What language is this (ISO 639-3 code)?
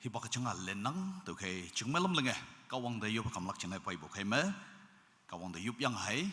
nag